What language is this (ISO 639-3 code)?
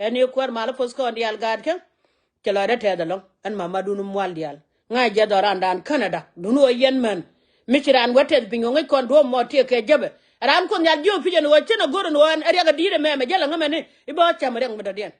nus